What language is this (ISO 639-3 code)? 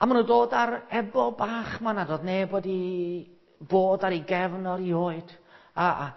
cym